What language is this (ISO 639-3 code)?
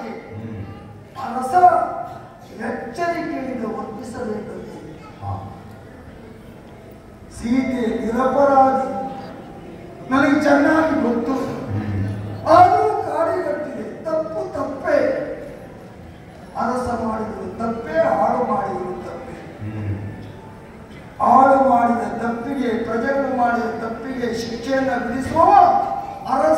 kan